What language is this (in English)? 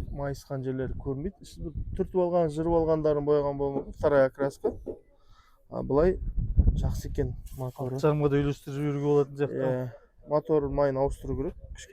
Kazakh